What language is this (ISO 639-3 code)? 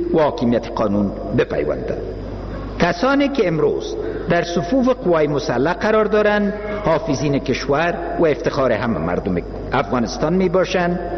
fas